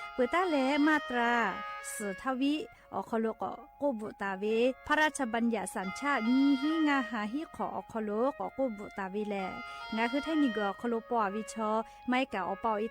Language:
Lahu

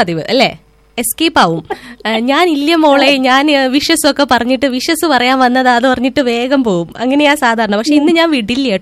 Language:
Malayalam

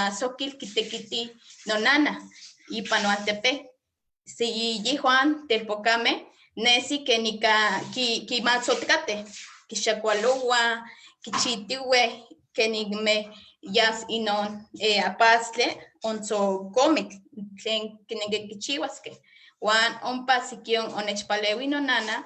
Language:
Eastern Huasteca Nahuatl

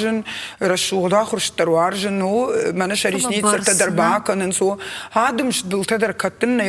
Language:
Ossetic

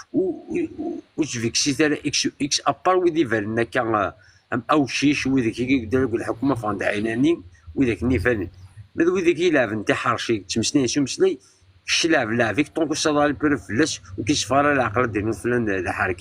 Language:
Kabyle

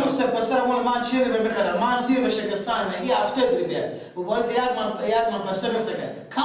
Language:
Persian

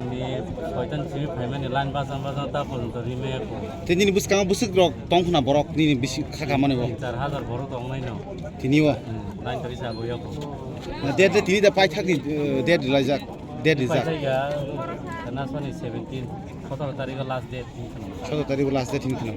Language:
Kok Borok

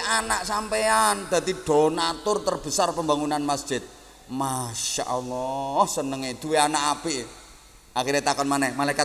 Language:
Javanese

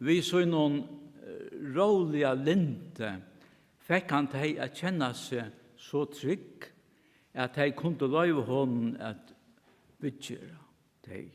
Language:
Faroese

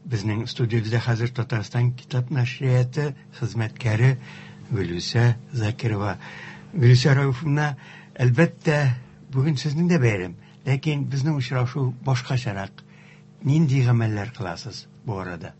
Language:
Tatar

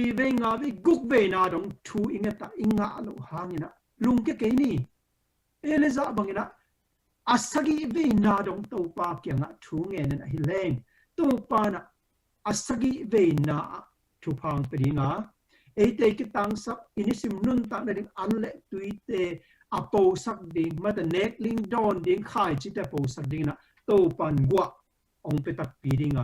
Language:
Tedim Chin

